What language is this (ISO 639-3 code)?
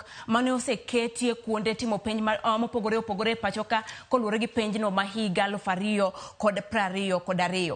luo